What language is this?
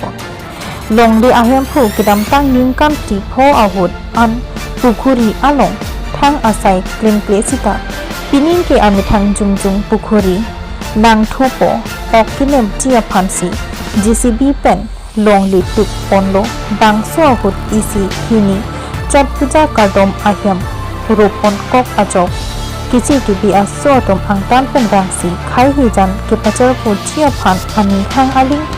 Karbi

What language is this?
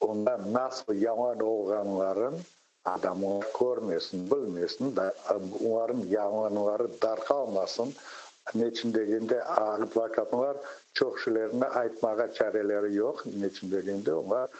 Crimean Tatar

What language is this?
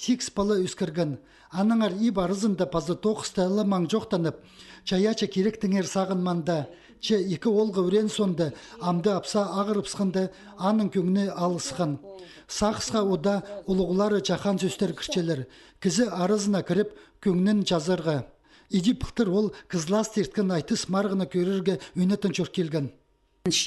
Khakas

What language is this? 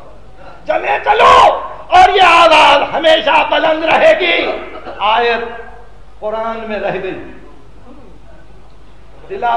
Urdu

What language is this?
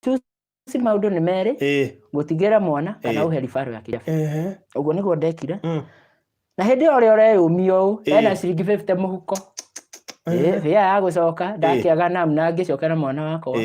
Kikuyu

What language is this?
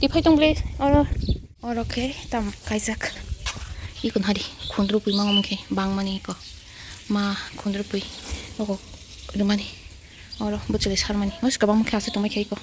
Kok Borok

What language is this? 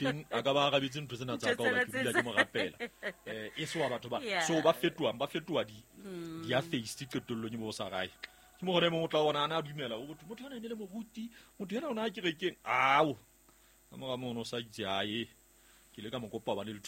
Southern Sotho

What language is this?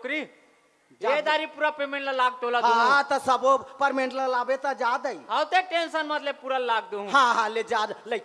Chhattisgarhi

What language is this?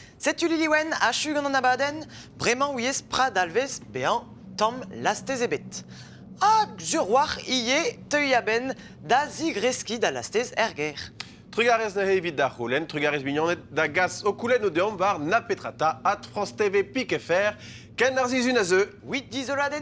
Breton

